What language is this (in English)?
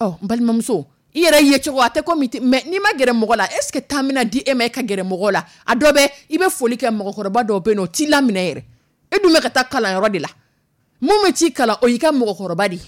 Dyula